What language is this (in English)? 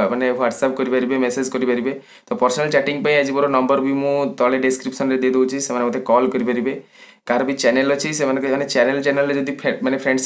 Odia